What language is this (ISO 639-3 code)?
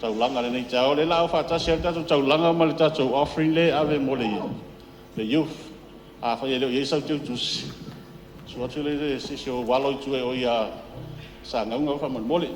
smo